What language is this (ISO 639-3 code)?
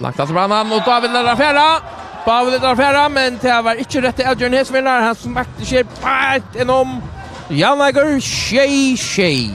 fao